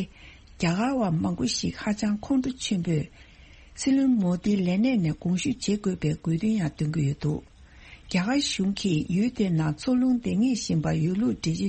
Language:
Tibetan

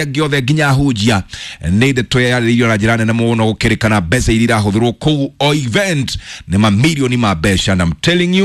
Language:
Kikuyu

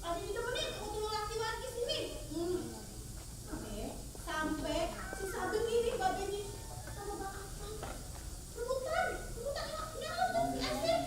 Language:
Betawi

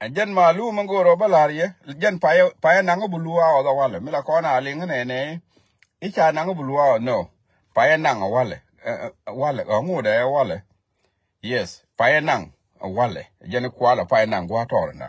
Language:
Nuer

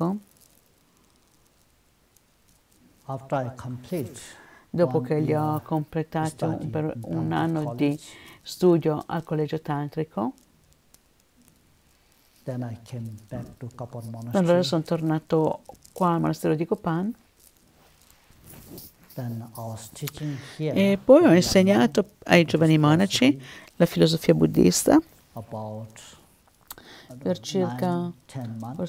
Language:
Italian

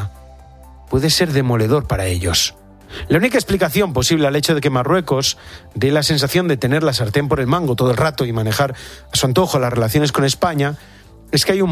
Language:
Spanish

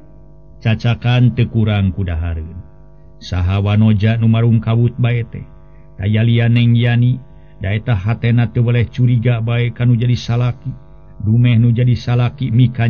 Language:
Sundanese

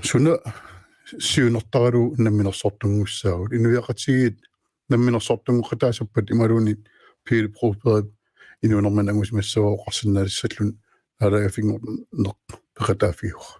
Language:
Kalaallisut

